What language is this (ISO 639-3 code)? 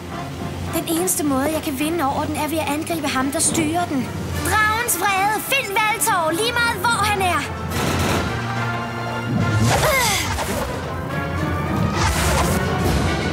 dan